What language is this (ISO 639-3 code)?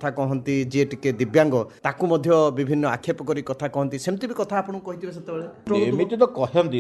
ori